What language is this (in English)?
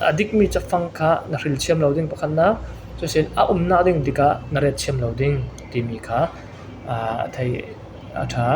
Falam Chin